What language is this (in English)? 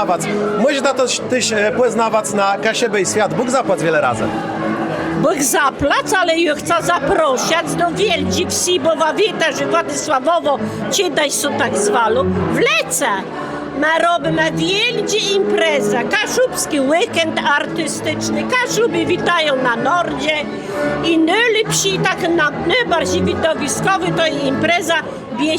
Kashubian